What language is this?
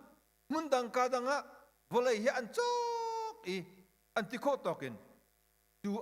Hakha Chin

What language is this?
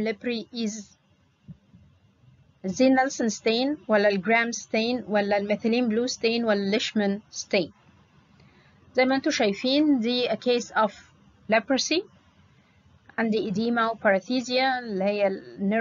Egyptian Arabic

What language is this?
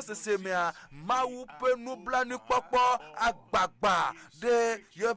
Ewe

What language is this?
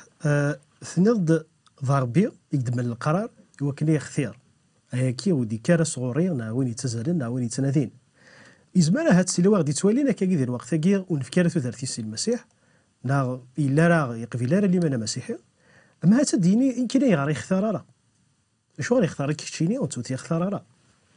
Kabyle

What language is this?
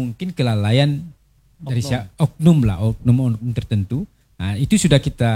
Indonesian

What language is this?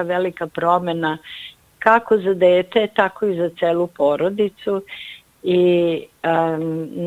Serbian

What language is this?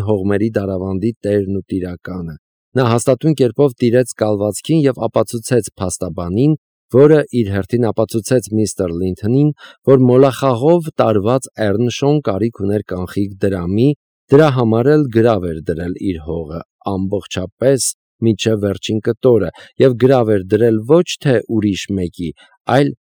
Armenian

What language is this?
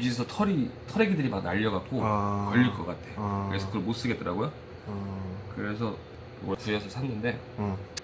Korean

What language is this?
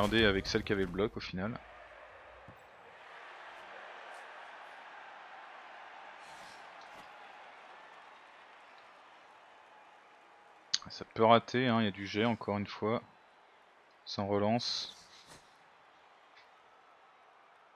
French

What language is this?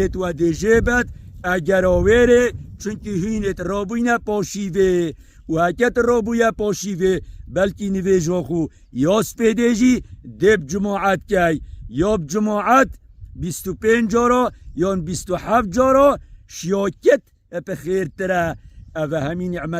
Kurdish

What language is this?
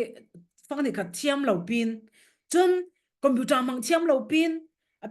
Falam Chin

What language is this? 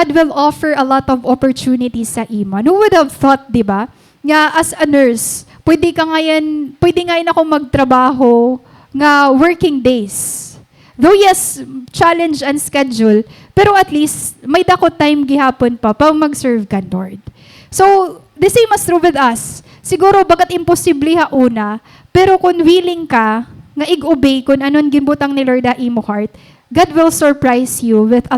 Waray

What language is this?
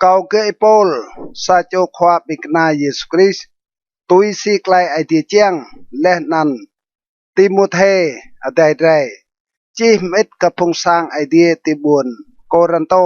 Rade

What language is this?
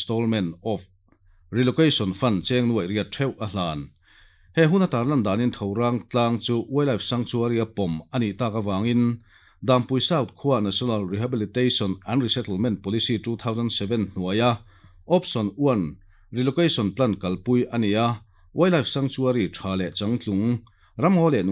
Mizo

